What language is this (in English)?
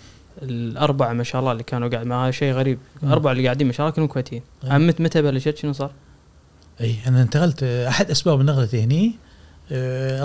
Gulf Arabic